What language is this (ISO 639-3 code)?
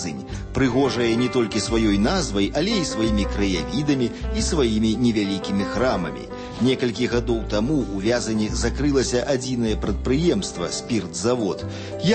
bel